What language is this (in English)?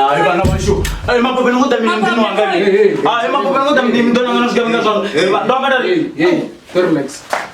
Venda